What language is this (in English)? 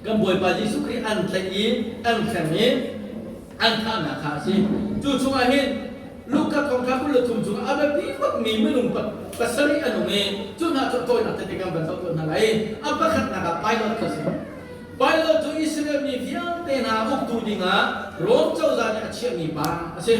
Hakha Chin